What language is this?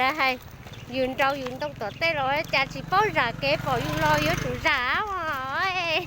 Hmong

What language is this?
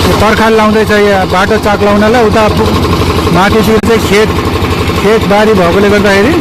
Nepali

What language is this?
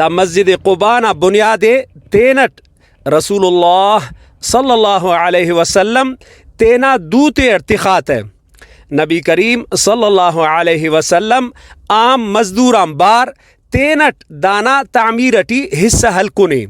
Brahui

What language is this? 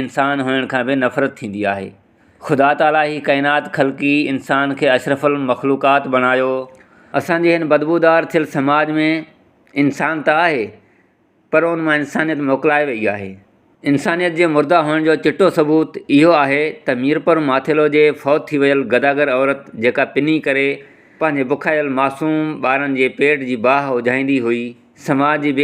Sindhi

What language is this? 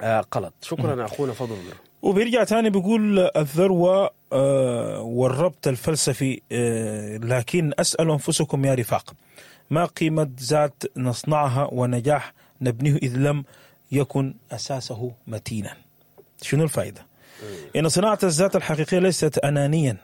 Sudanese Arabic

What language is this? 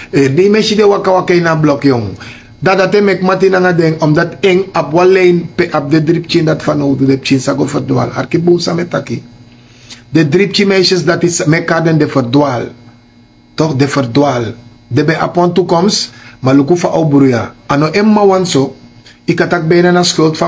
Sranan Tongo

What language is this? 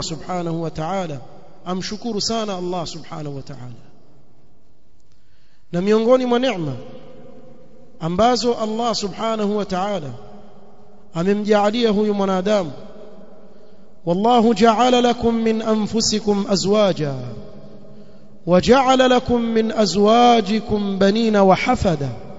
Swahili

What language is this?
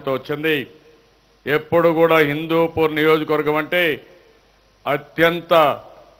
Telugu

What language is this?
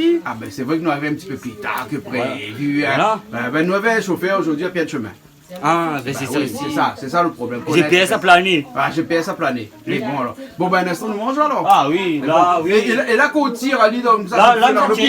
Réunion Creole French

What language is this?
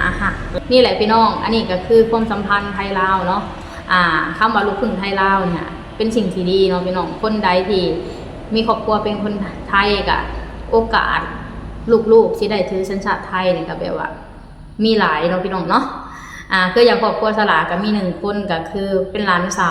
Lao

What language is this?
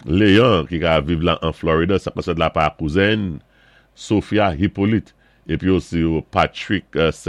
Saint Lucian Creole French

